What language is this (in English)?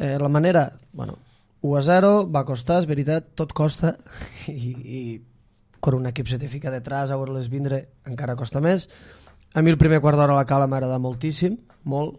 Catalan